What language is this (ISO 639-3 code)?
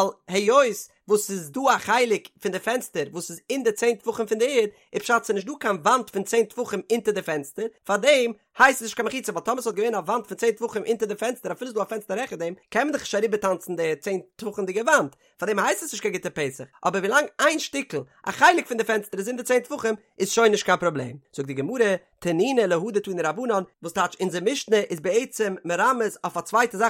yid